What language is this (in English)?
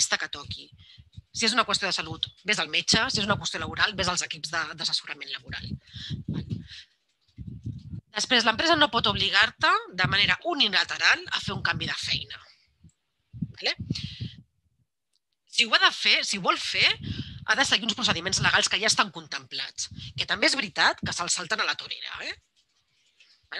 Catalan